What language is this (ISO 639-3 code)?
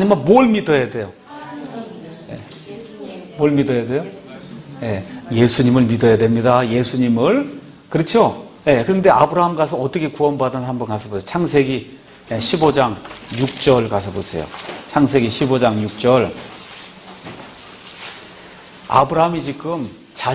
kor